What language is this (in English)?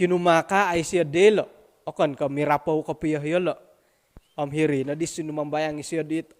Central Dusun